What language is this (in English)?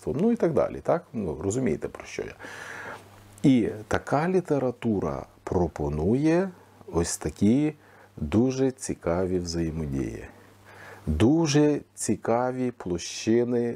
Ukrainian